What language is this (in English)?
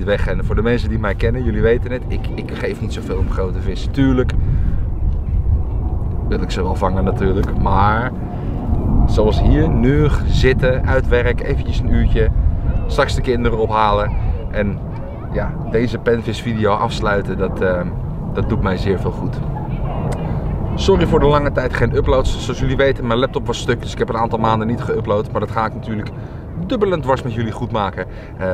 Dutch